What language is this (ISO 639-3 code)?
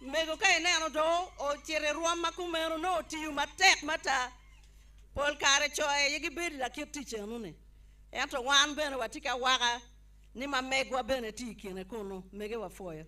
ach